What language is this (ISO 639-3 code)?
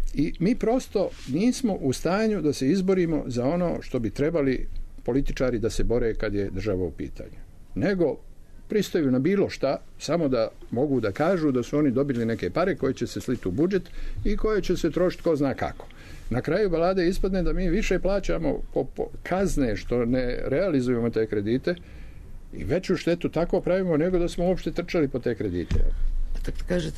srp